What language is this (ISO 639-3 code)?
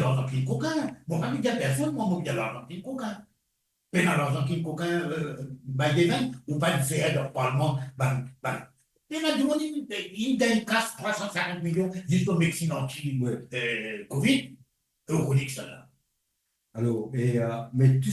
mfe